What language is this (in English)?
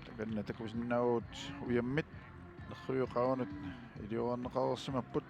Kalaallisut